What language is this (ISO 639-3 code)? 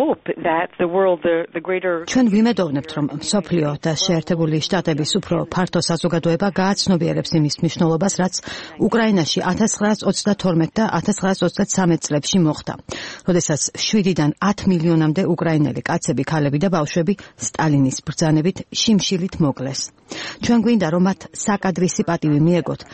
kat